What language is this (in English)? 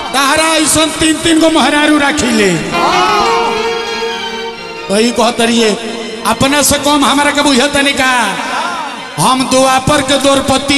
Bhojpuri